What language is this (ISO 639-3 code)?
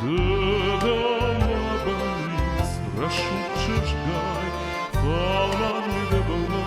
oss